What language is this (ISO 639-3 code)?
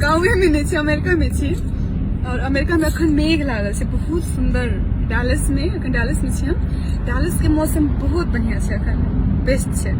mai